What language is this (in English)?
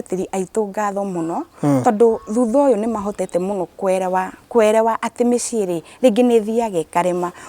Kikuyu